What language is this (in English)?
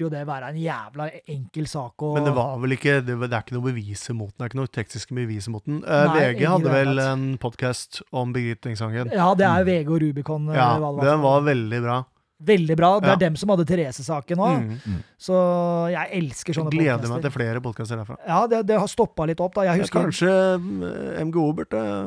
Norwegian